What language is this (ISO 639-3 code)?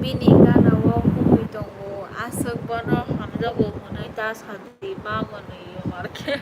trp